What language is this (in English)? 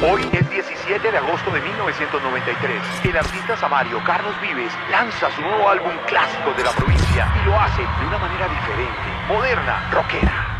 Spanish